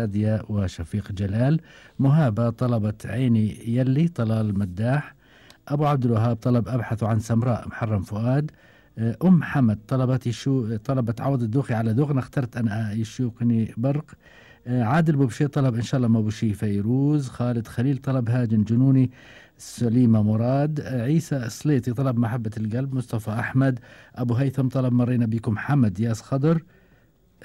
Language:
Gulf Arabic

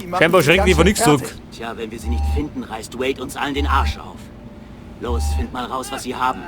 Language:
Bavarian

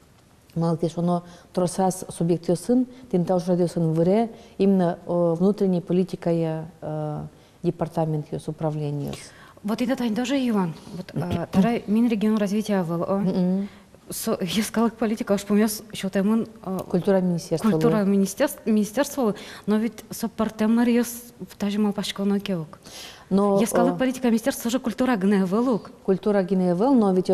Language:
Udmurt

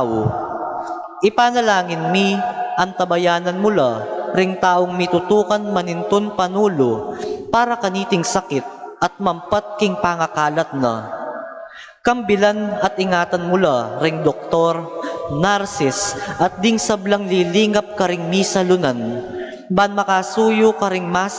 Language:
Pampanga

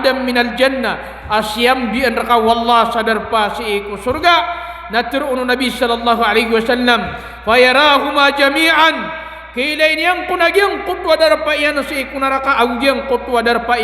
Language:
Maranao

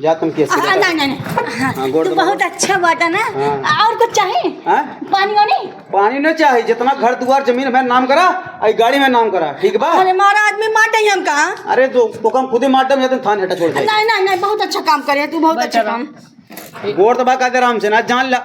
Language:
Awadhi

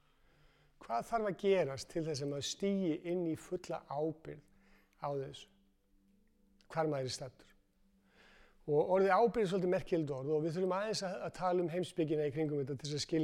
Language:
Icelandic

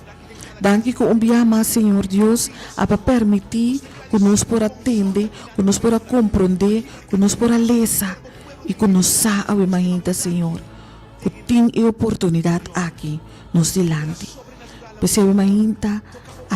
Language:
Papiamento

